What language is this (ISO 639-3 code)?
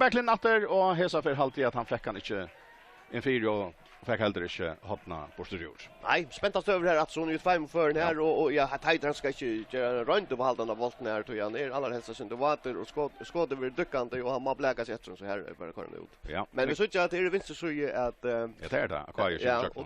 fao